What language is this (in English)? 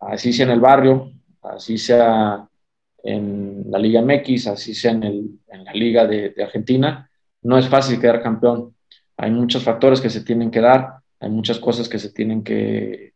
Spanish